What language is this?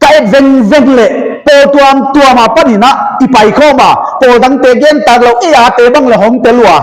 Paite Chin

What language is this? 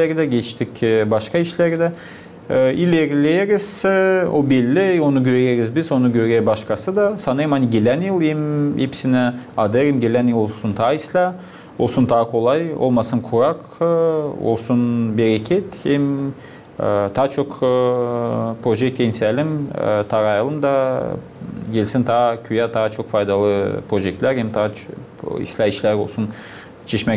Gagauz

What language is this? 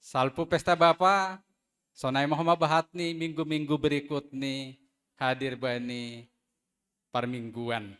Batak Simalungun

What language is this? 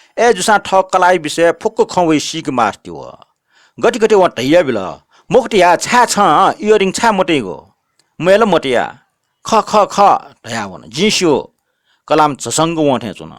Newari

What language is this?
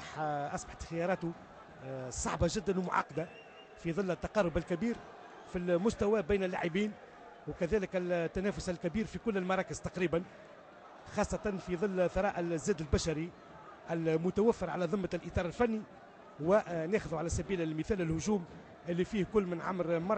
Tunisian Arabic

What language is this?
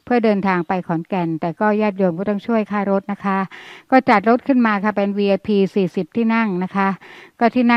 Thai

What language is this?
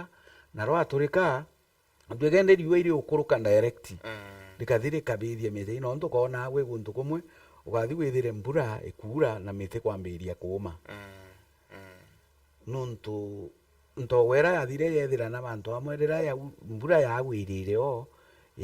Meru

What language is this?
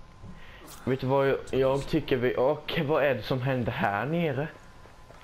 Swedish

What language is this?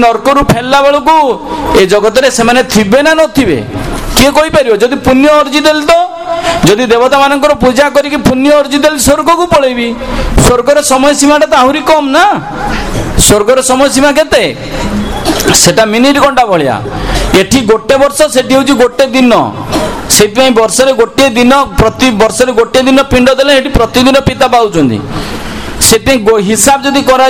Odia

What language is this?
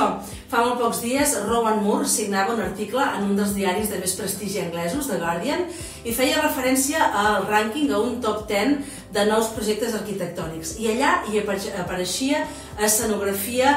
Catalan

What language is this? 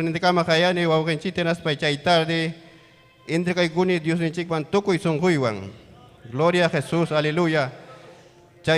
Ayacucho Quechua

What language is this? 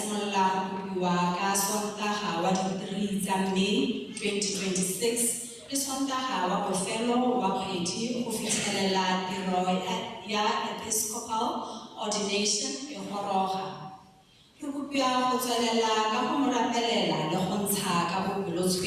Tswana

